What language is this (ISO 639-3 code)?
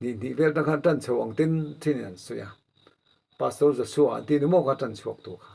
lus